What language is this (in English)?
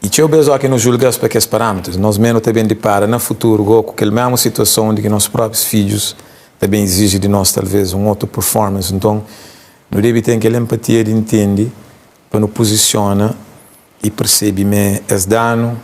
Kabuverdianu